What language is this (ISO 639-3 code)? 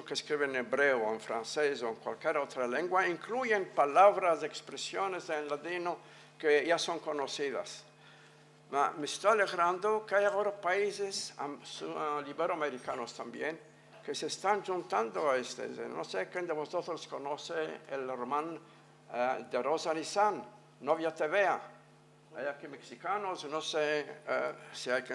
lad